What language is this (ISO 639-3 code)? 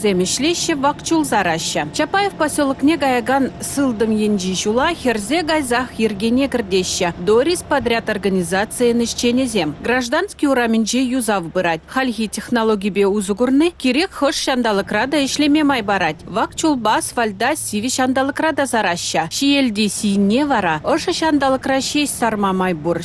chv